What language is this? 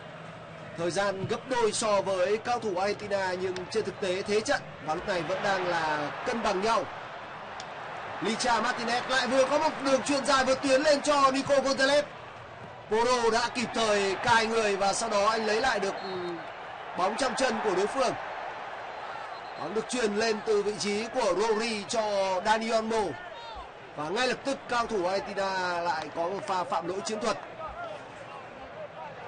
Vietnamese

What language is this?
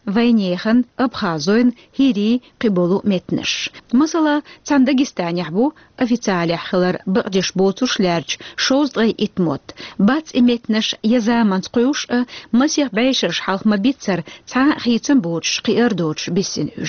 Chechen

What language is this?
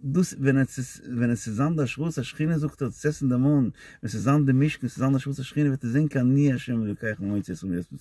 Yiddish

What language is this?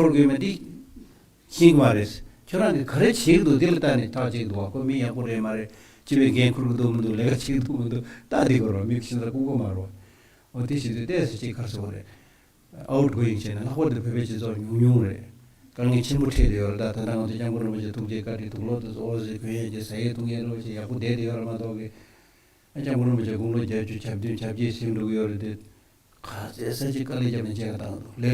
Tibetan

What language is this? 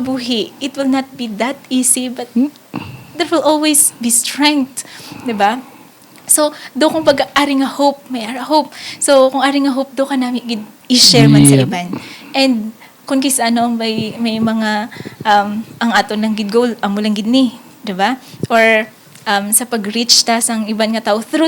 Hiligaynon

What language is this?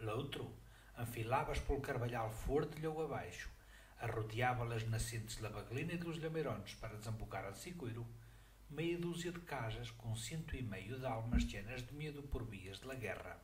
Mirandese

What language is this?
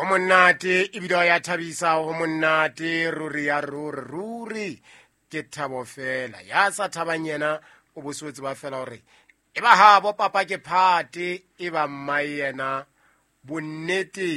Southern Sotho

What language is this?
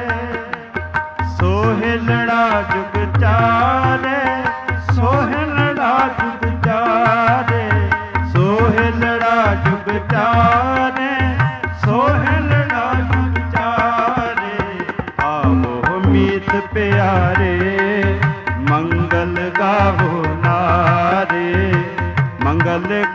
Punjabi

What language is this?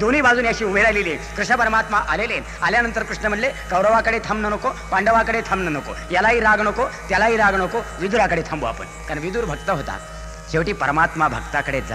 Marathi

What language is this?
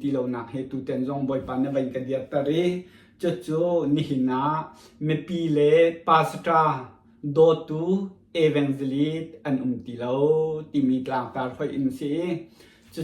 Hakha Chin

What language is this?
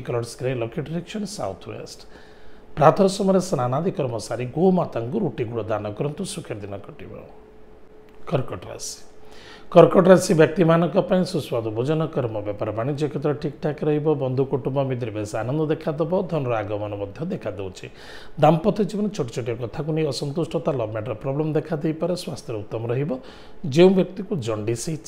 Odia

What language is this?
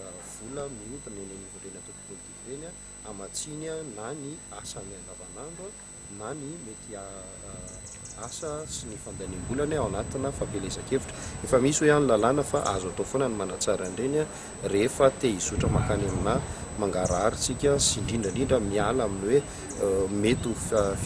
Malagasy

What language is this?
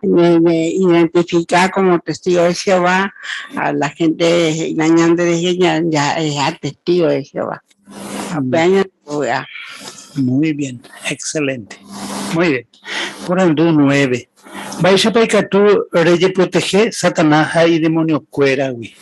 Guarani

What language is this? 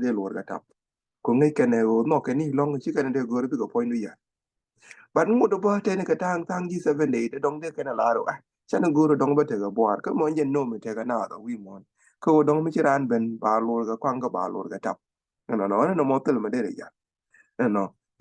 Nuer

